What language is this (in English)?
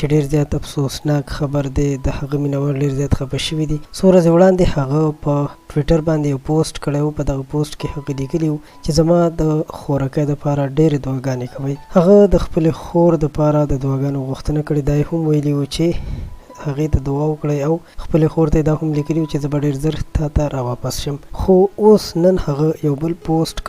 Pashto